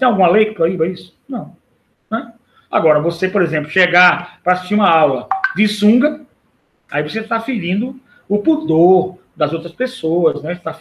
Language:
Portuguese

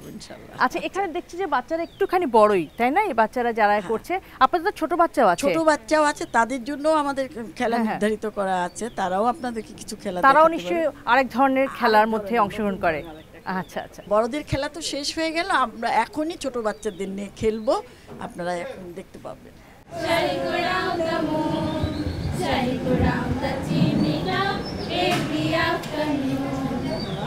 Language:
Bangla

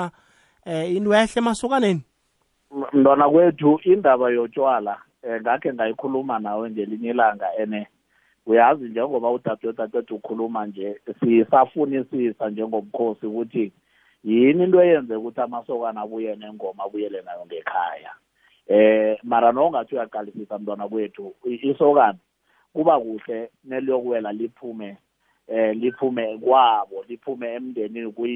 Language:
South Ndebele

